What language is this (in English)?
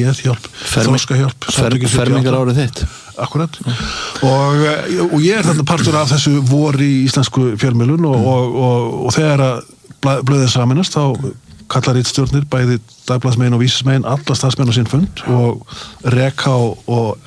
Icelandic